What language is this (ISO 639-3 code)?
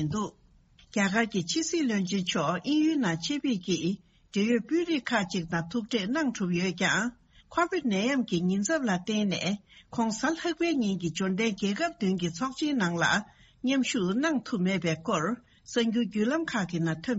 bod